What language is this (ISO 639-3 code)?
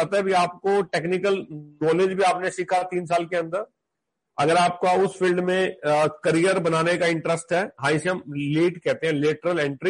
hin